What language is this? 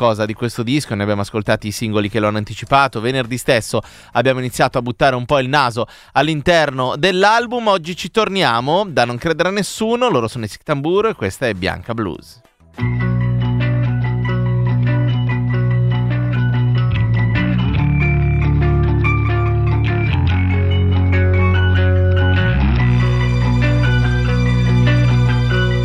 Italian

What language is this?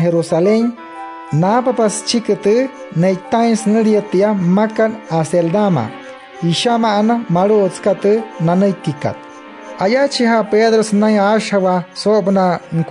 Wayuu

